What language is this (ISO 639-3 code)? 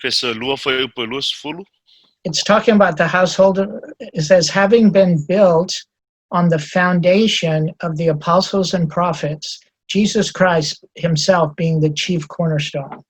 smo